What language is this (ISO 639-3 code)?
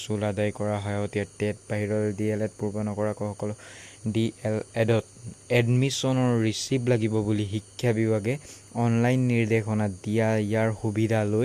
asm